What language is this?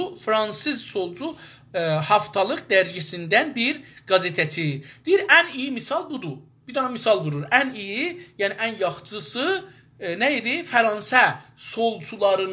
South Azerbaijani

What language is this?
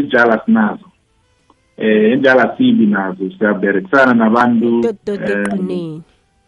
South Ndebele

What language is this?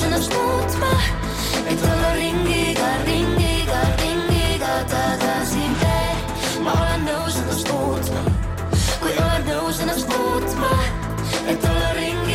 Estonian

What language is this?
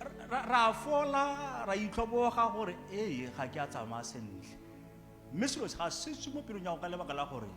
Tswana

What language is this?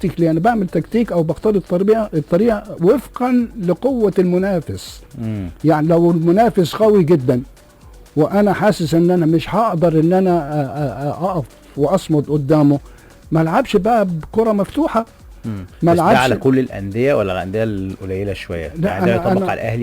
Egyptian Arabic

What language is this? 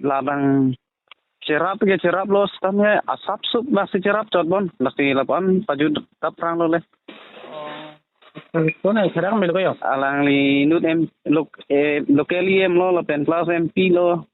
Karbi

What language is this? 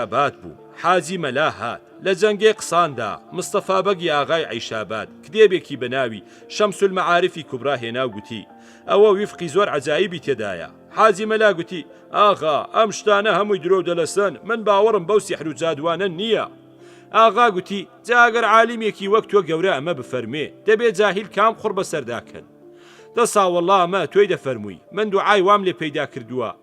Central Kurdish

